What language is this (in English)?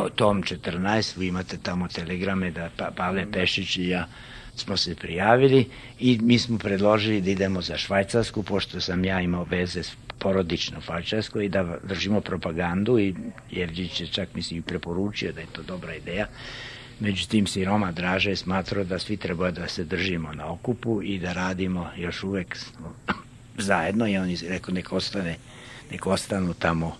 Serbian